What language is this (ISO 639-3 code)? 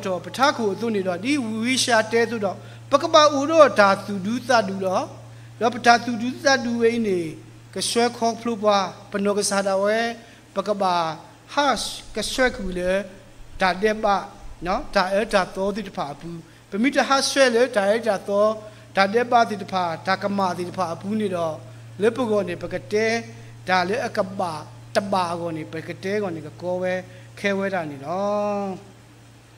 ksw